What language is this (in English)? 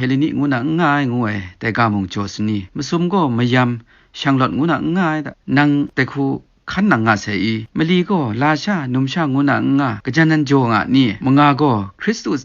Kachin